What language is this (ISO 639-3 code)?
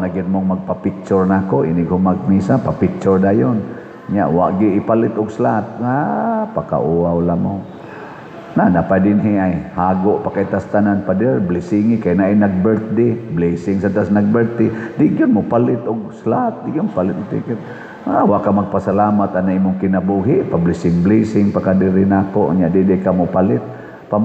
ceb